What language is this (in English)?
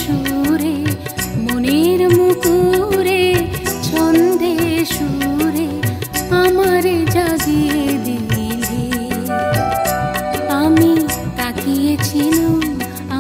Bangla